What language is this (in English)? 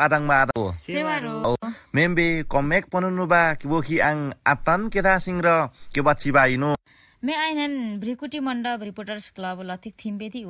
Limbu